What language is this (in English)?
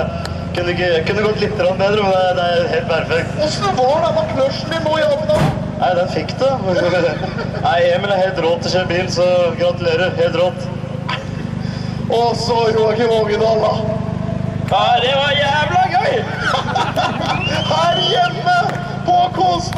Norwegian